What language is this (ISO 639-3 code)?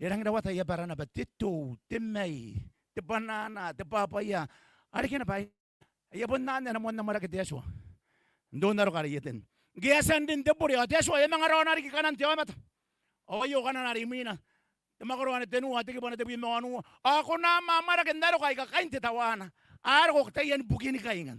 gil